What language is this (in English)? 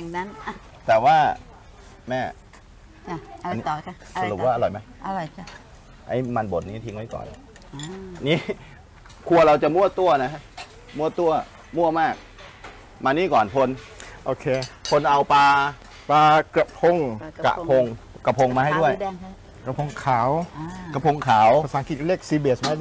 Thai